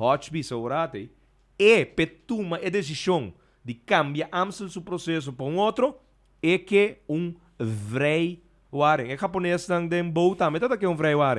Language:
Papiamento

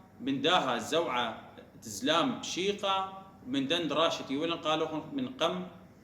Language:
Assyrian Neo-Aramaic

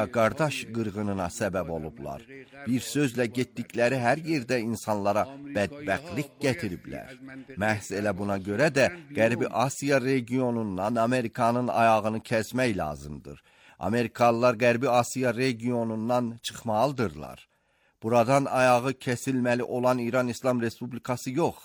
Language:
Azerbaijani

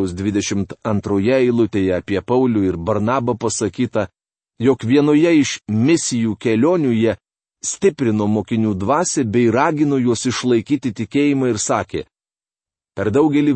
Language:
Lithuanian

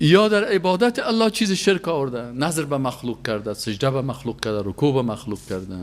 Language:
Persian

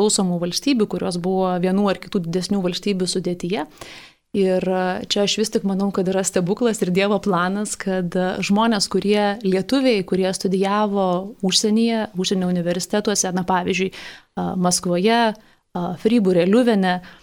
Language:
Lithuanian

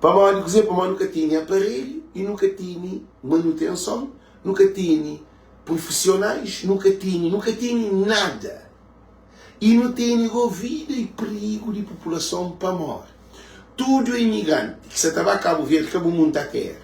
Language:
Kabuverdianu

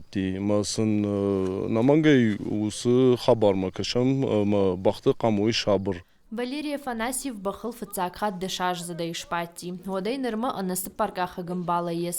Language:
Ossetic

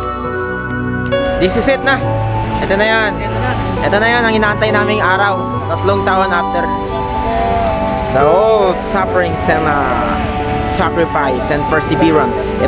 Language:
Filipino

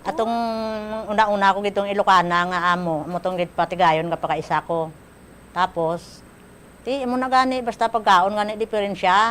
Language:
Hiligaynon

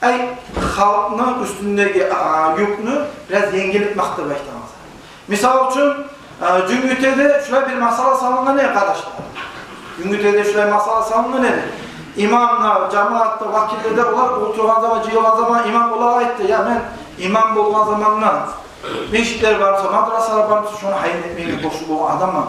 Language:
Kumyk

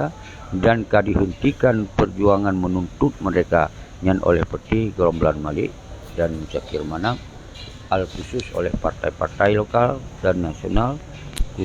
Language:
Achinese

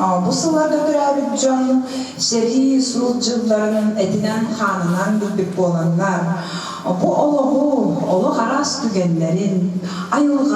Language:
Yakut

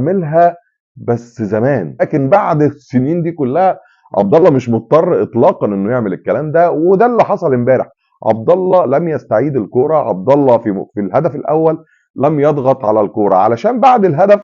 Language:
Egyptian Arabic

